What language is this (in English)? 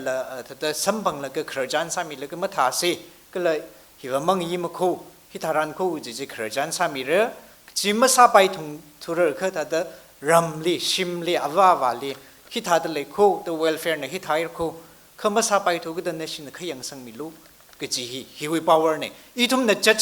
Tangkhul Naga (India)